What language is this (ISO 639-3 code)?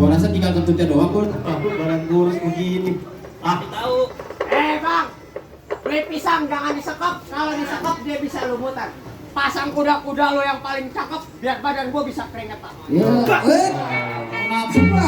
bew